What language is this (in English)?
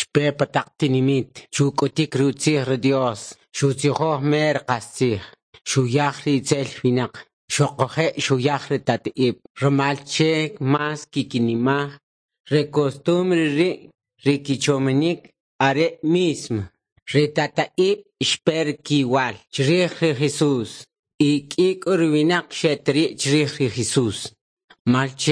Kʼicheʼ